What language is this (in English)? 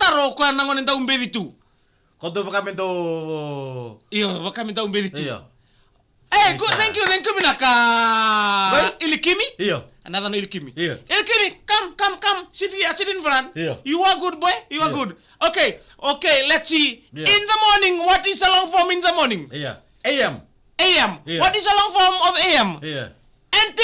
Fijian